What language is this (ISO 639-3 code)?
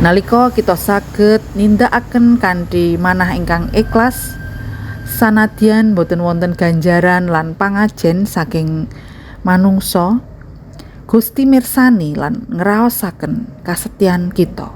jav